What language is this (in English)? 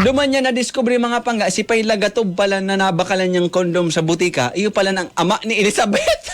Bikol